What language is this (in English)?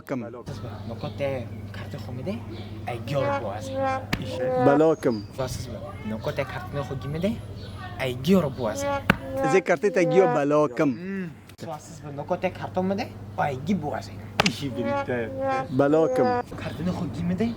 Kurdish